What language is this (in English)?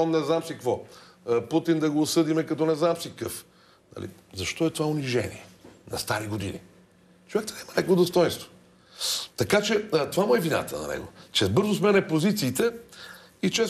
Bulgarian